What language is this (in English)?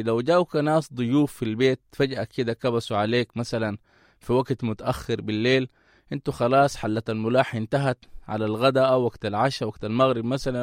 Sudanese Arabic